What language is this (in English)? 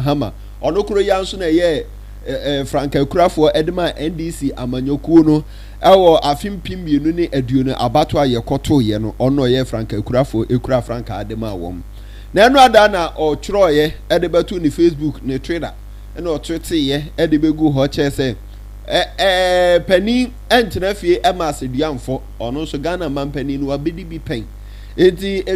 Akan